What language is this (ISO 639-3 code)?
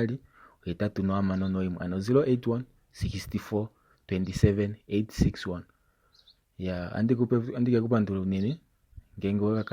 kua